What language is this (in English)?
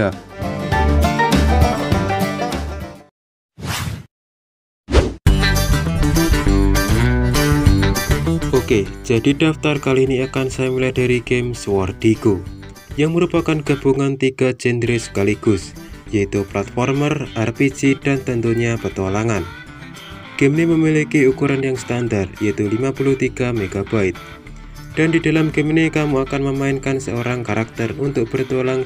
Indonesian